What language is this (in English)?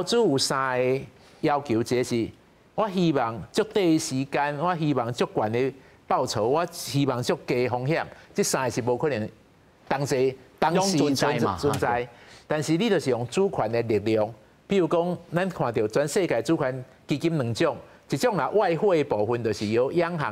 Min Nan Chinese